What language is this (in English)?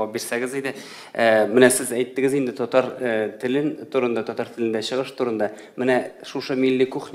Tatar